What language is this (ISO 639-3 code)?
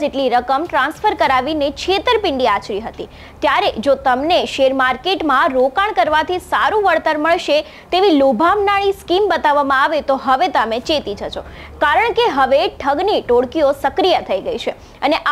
guj